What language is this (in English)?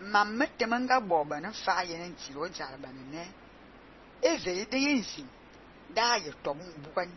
Fang